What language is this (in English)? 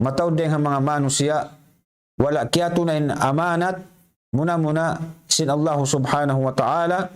Tausug